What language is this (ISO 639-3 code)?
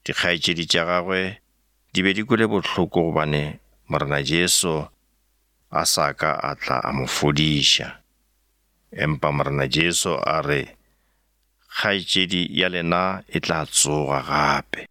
nso